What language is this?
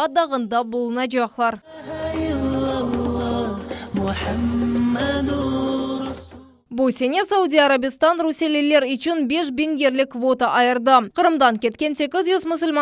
Crimean Tatar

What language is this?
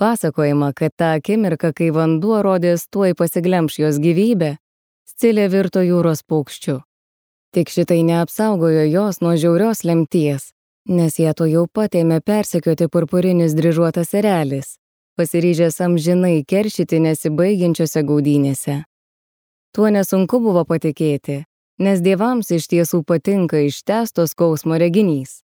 Lithuanian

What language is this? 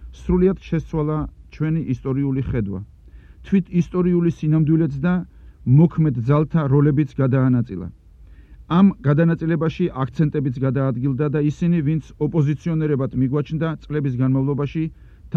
Georgian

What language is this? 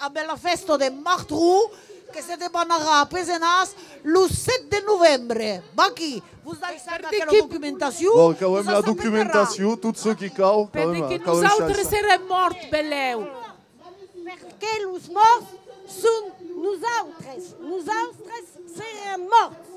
Occitan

